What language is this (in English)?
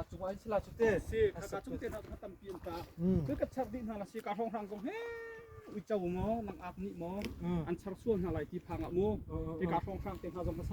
Hakha Chin